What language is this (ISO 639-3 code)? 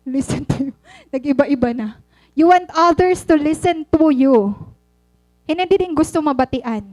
war